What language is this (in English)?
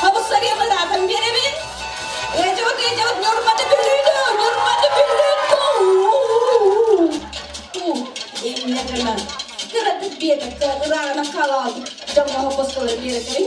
Yakut